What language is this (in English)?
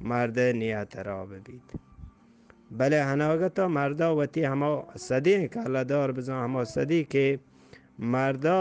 Eastern Balochi